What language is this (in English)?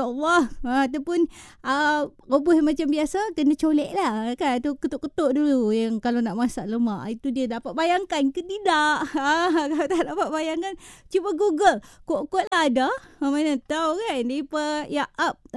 Malay